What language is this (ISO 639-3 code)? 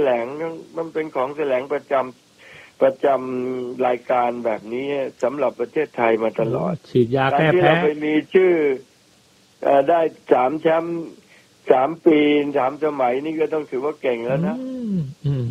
tha